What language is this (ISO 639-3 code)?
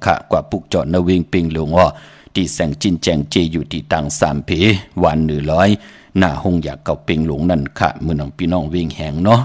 shn